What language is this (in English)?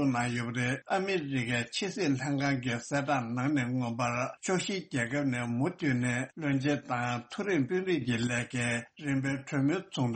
Tibetan